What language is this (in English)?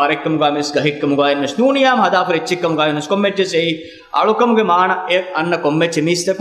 Divehi